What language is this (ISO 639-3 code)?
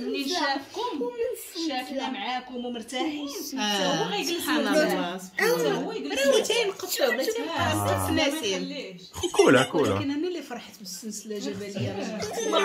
ary